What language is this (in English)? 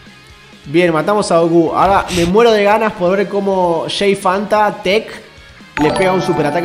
Spanish